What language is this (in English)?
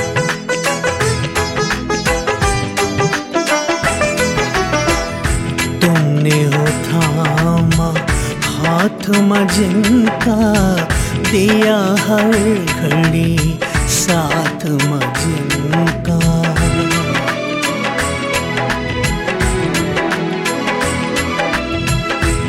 Hindi